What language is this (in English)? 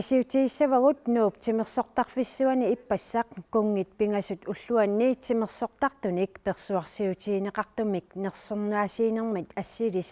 Kalaallisut